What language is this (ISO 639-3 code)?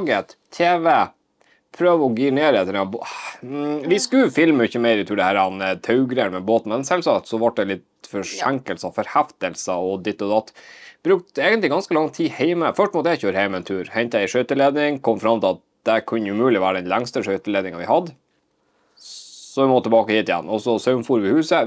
nor